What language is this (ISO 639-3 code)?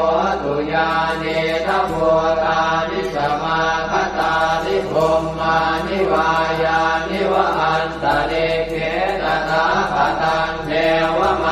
pli